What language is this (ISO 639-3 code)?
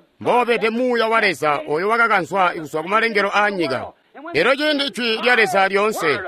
toi